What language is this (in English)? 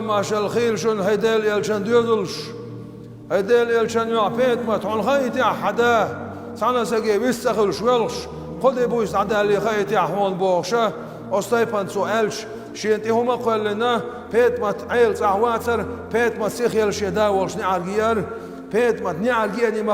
Chechen